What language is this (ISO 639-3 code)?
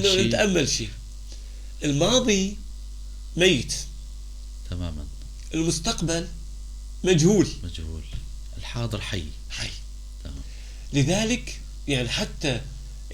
apc